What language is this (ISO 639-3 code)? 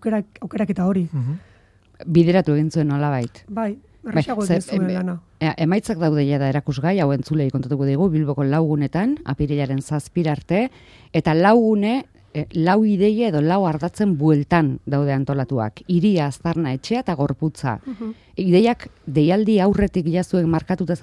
eus